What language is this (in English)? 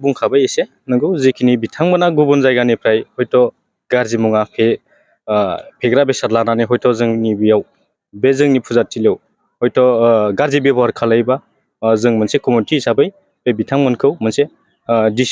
Bodo